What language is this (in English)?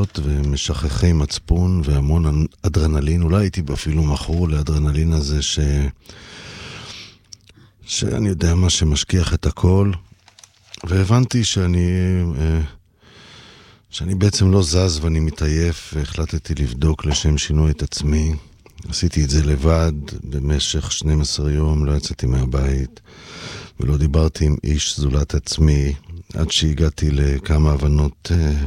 Hebrew